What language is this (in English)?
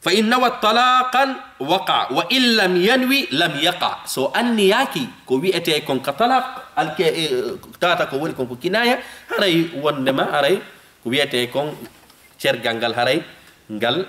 Fula